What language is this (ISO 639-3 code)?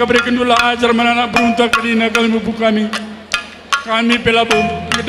btx